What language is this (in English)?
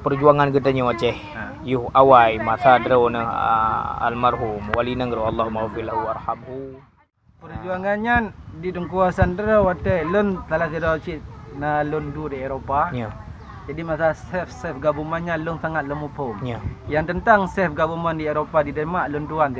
Achinese